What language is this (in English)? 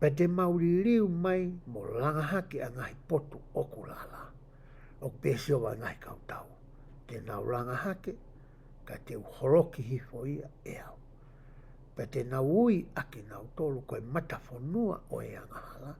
Tongan